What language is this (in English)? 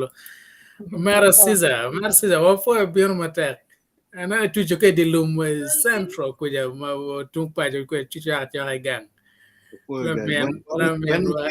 Acoli